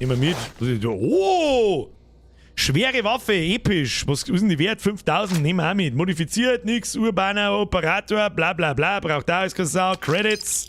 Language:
Bavarian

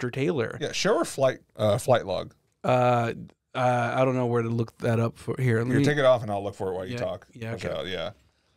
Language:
English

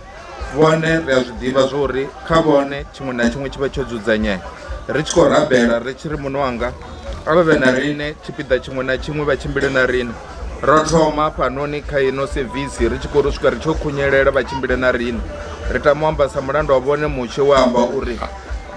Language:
Venda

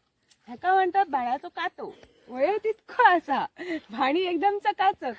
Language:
Konkani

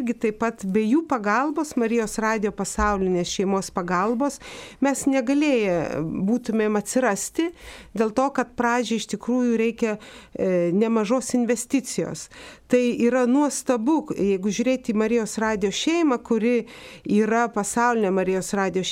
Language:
Lithuanian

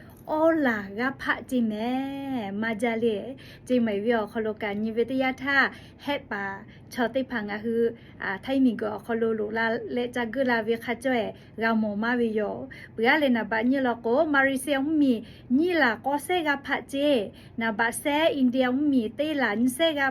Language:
Lahu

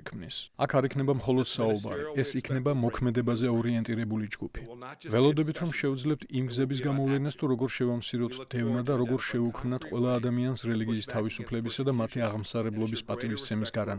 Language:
Georgian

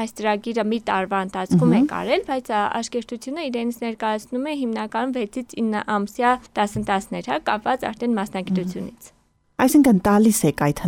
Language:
Armenian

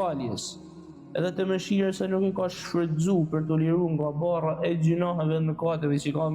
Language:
Albanian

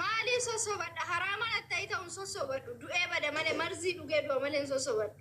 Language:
Oromo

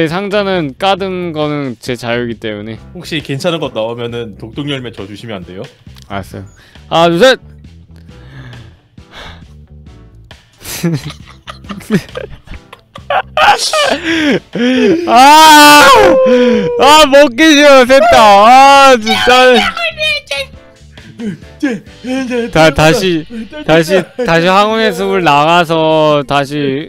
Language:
Korean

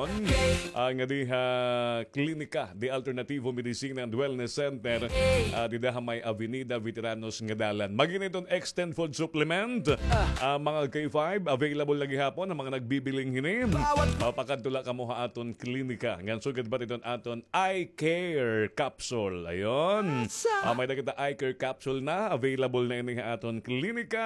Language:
Waray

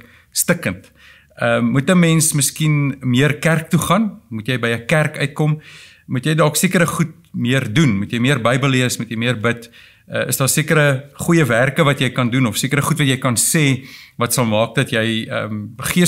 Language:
Afrikaans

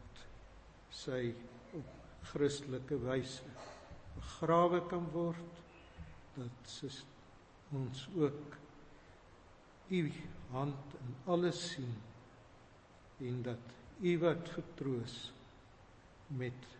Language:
Afrikaans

